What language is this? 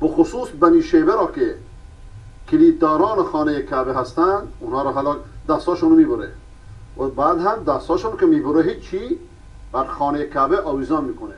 Persian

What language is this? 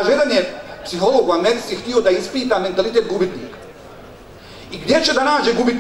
Bosnian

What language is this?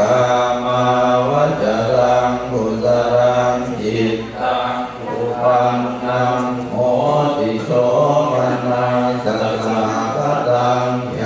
Pali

